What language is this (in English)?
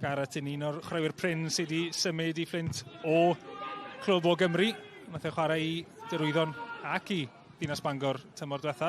Welsh